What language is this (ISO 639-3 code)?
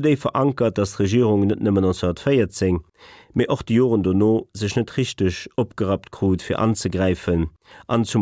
ltz